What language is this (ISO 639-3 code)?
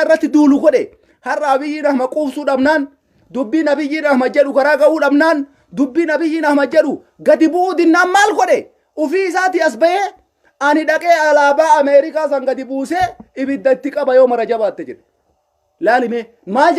orm